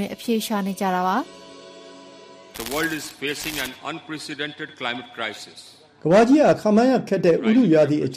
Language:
Burmese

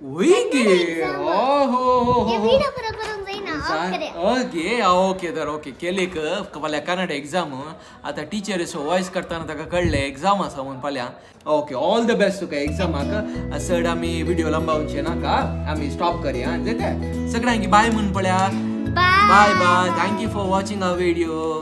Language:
Konkani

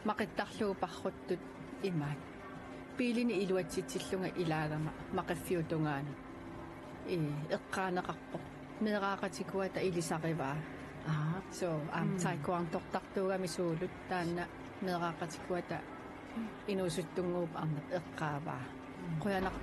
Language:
Kalaallisut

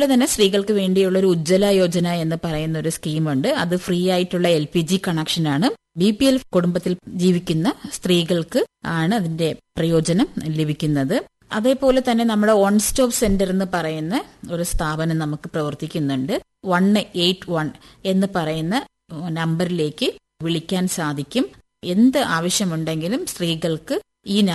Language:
Malayalam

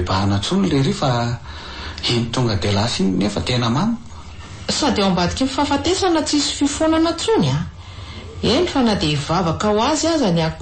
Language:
Malagasy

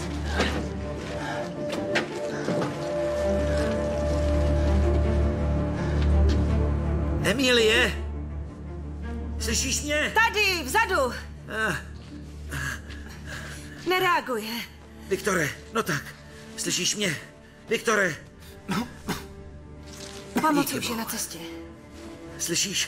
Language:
Czech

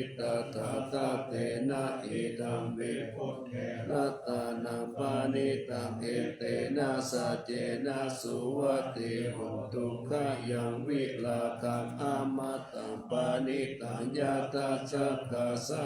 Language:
Pali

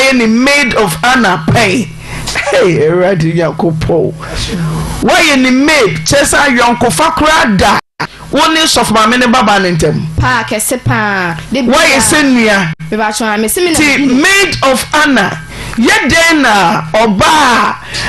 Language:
Akan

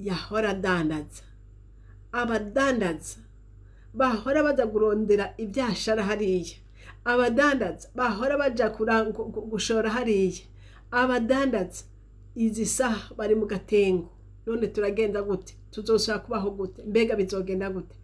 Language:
Rundi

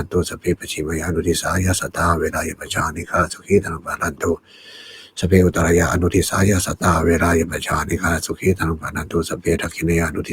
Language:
Pali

